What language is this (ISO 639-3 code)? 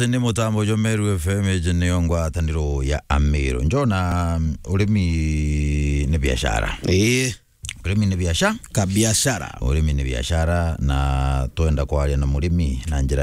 mer